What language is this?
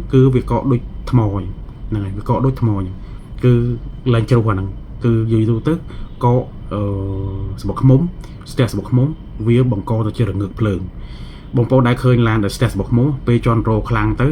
Khmer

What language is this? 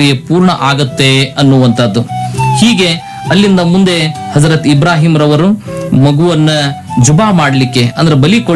Kannada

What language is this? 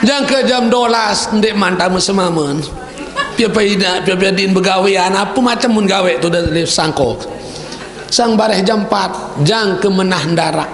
Sasak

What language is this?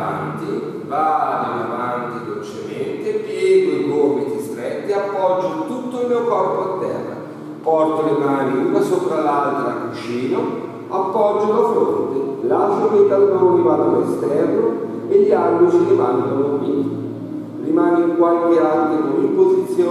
Italian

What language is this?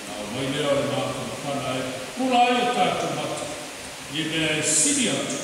Samoan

